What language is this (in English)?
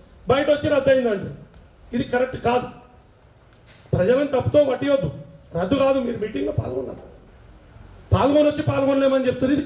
Telugu